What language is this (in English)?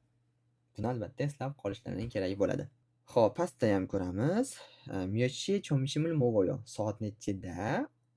Uzbek